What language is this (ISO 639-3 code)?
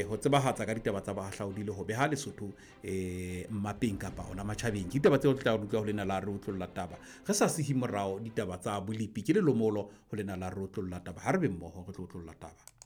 sot